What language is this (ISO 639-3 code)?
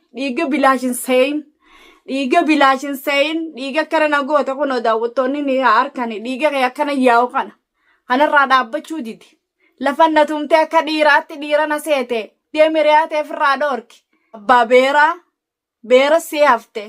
orm